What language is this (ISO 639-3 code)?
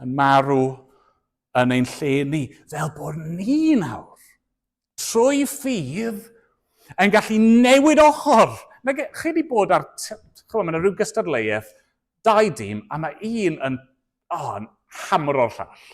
cym